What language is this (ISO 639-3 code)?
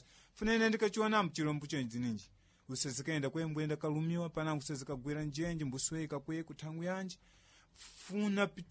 seh